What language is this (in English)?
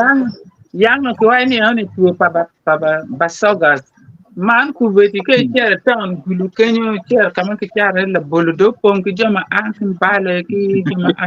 Acoli